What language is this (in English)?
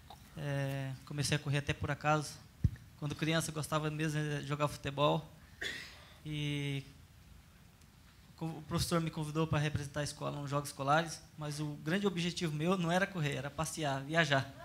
Portuguese